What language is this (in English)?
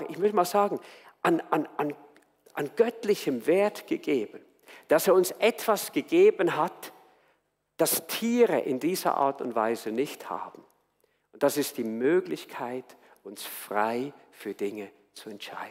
Swiss German